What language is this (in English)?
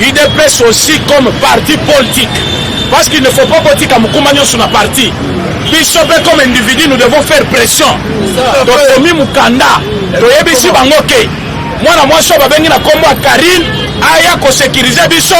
Lingala